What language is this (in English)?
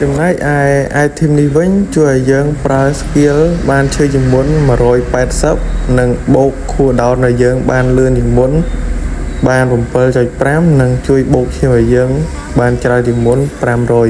Khmer